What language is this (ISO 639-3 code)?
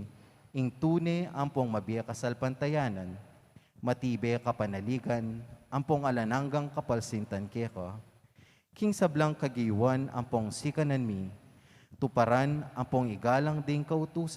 pam